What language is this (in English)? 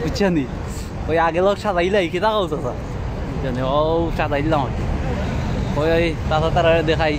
Sylheti